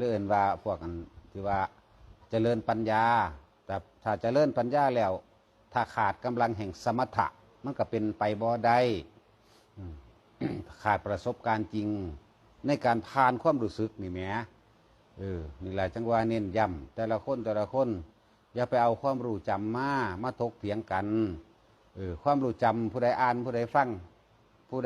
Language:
Northeastern Thai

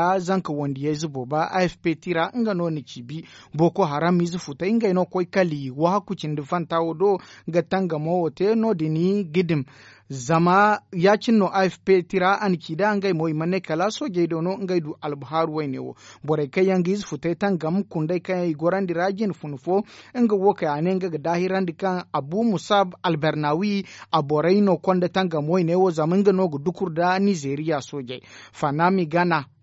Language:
Zarma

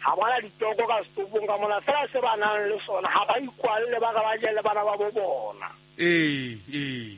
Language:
Southern Sotho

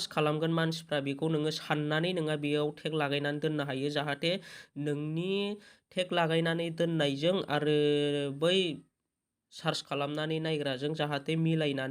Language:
Bodo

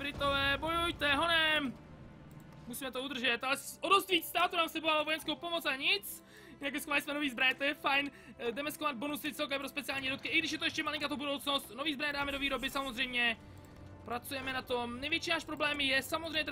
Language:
Czech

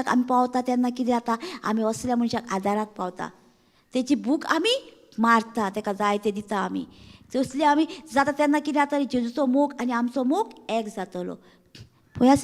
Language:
Konkani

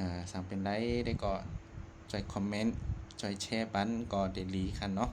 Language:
Shan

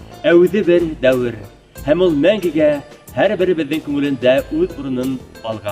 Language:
Bashkir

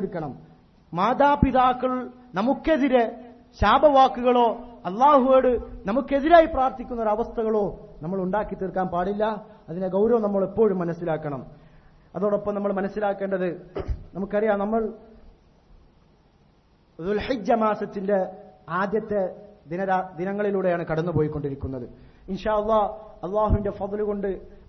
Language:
Malayalam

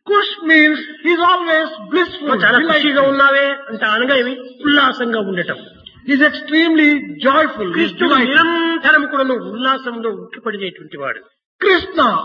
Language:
Telugu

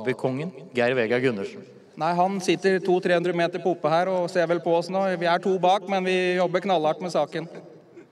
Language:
Norwegian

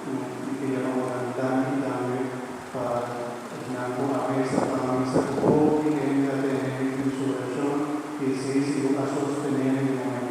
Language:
Papiamento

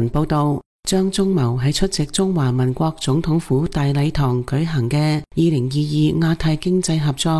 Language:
Cantonese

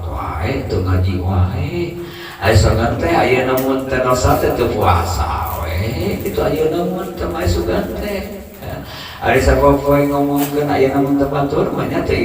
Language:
Sundanese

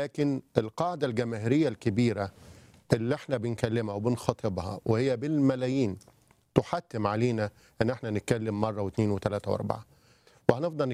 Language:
Egyptian Arabic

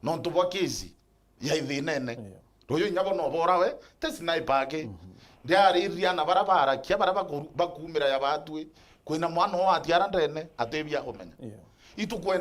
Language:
Meru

